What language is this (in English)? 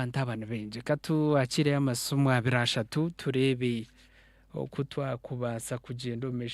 Nyankole